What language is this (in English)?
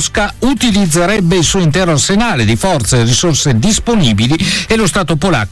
Italian